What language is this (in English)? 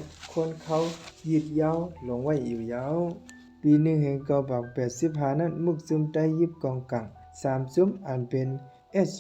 Shan